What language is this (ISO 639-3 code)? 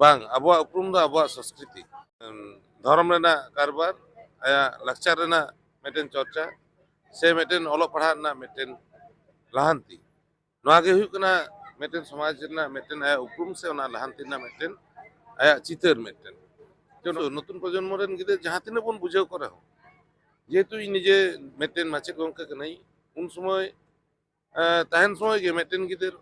sat